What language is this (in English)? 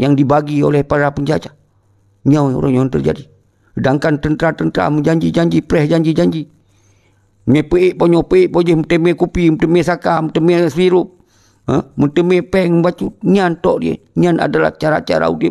Achinese